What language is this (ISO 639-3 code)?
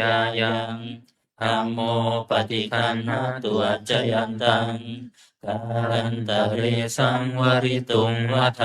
pli